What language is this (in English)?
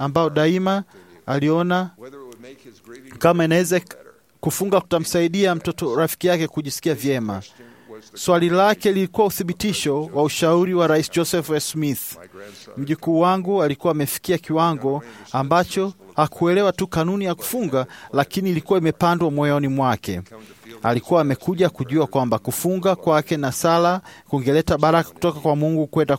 Swahili